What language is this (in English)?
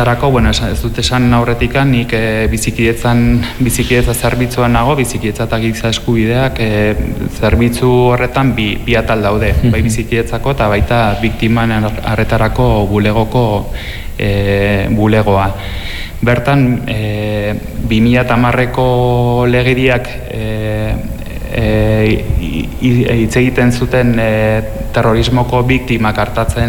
Basque